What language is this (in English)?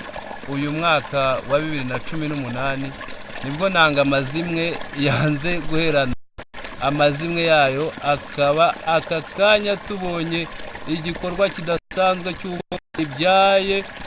Kinyarwanda